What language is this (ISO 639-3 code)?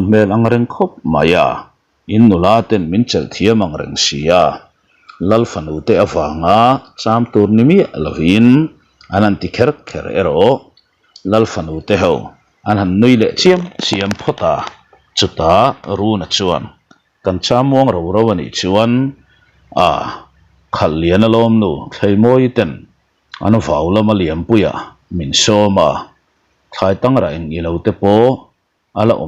lus